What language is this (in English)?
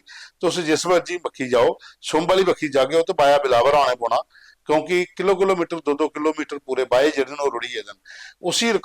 Dogri